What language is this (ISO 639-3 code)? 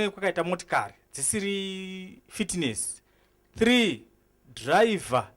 sna